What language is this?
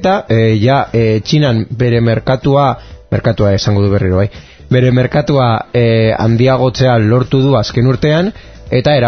Basque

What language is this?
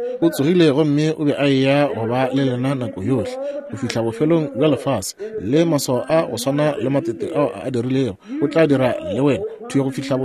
Northern Sotho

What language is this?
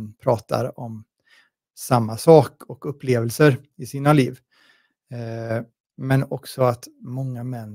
Swedish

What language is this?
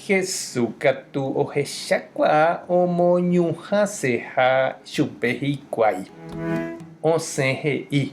Guarani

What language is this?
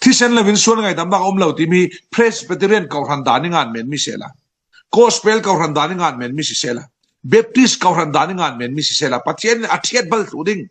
Falam Chin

